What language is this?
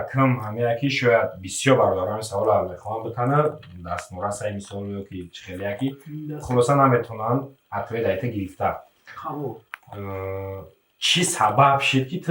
Tajik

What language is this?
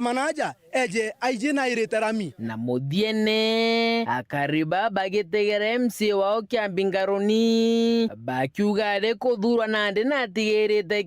Meru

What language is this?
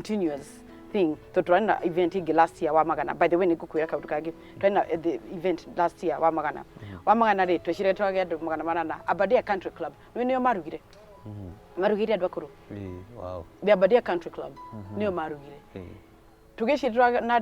Kikuyu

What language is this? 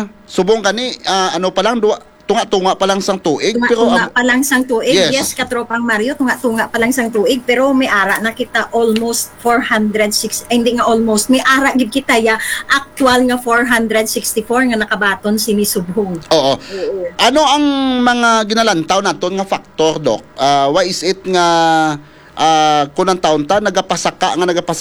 Hiligaynon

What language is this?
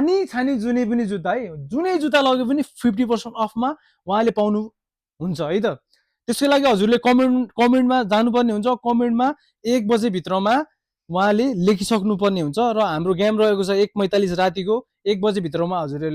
Nepali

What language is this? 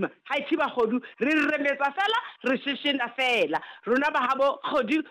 Southern Sotho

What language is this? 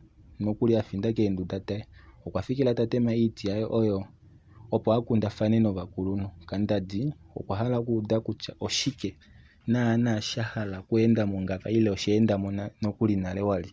Kuanyama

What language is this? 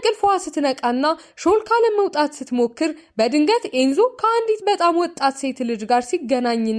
Amharic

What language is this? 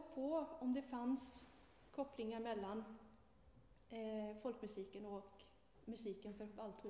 Swedish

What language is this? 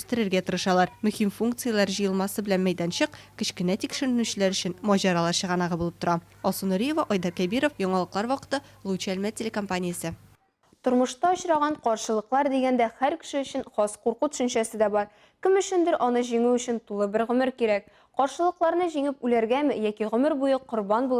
Tatar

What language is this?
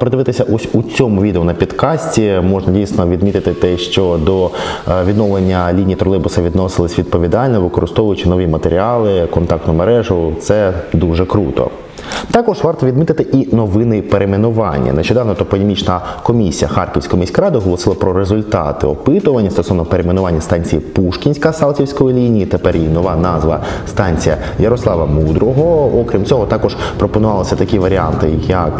Ukrainian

